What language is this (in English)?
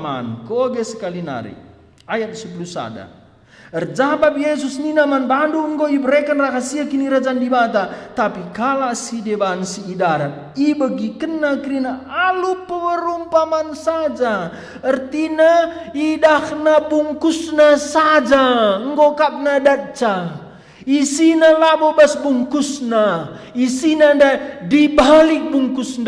Batak Karo